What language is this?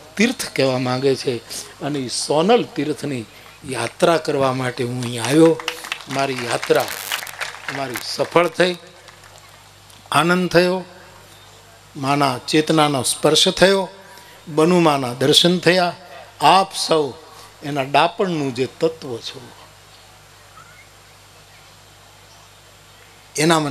Gujarati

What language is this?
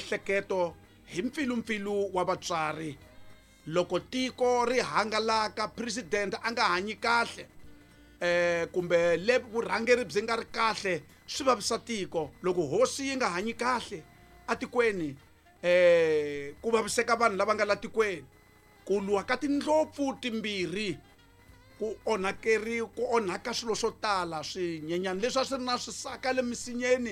Tsonga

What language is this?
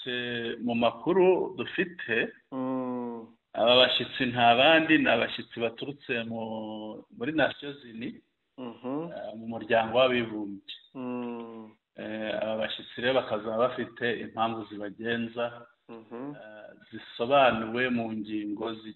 Kinyarwanda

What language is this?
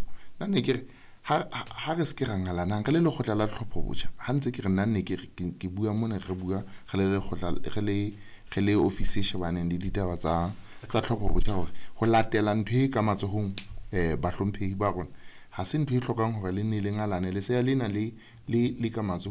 Southern Sotho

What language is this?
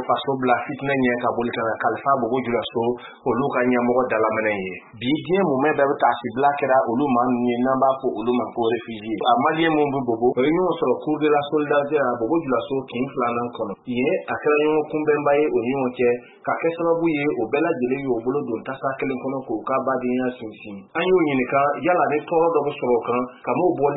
Bambara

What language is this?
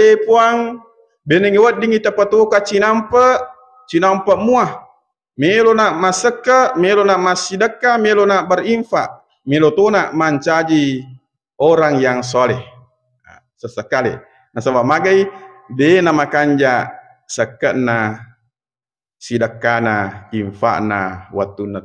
Buginese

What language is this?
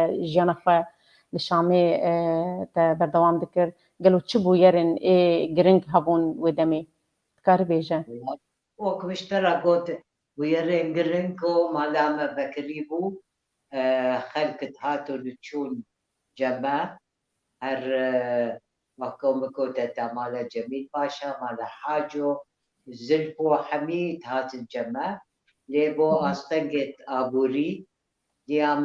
Kurdish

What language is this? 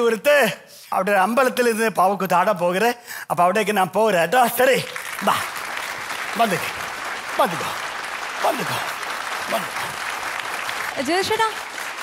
Malayalam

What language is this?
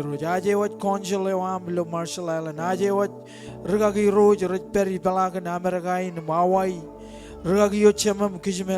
Marshallese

